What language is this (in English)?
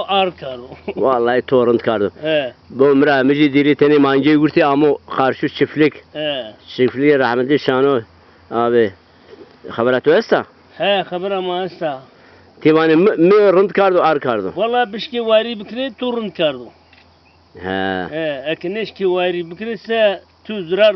Zaza